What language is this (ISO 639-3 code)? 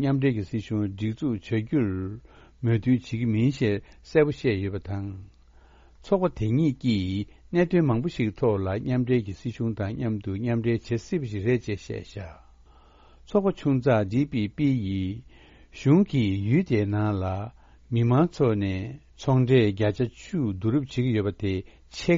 bod